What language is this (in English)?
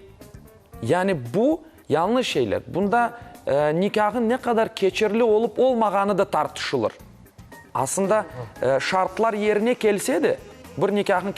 Crimean Tatar